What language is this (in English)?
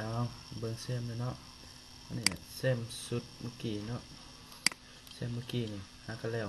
Lao